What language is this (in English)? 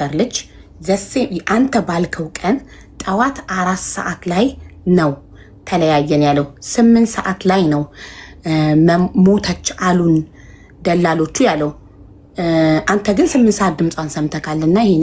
Amharic